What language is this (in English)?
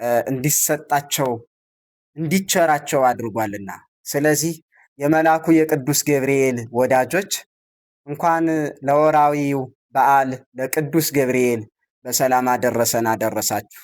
Amharic